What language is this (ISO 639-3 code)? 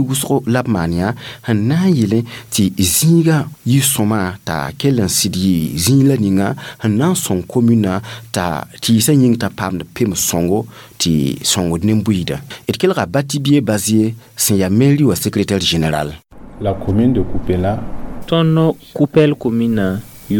mos